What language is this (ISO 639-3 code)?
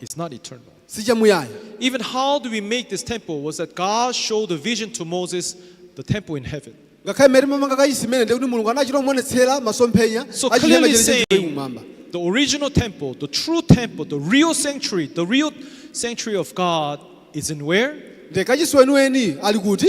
nya